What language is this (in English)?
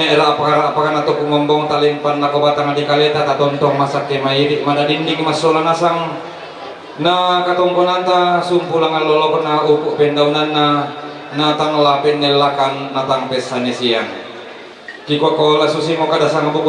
Toraja-Sa'dan